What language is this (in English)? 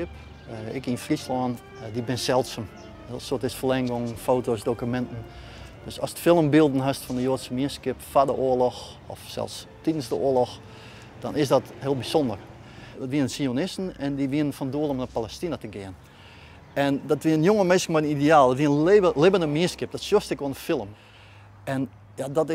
Western Frisian